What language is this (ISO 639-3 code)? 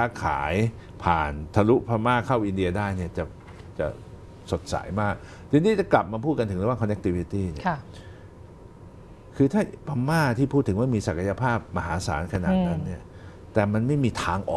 tha